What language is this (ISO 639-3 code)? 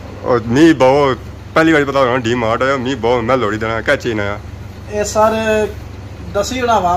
phr